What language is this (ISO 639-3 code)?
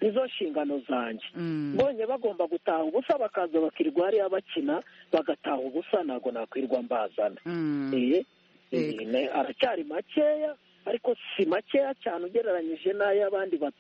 kin